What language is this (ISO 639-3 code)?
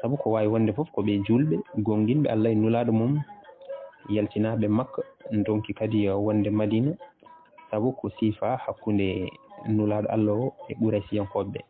ful